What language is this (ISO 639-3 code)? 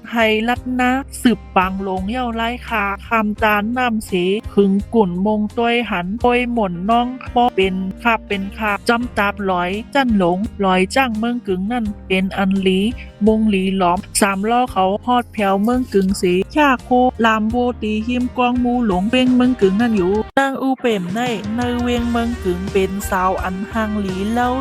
shn